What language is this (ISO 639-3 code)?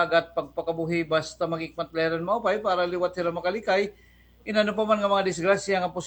war